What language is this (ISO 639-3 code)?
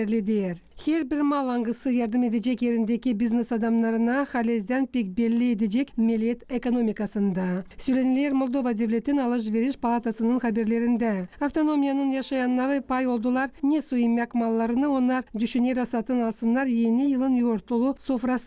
gag